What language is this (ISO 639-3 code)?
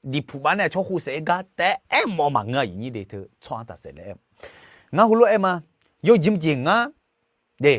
ahk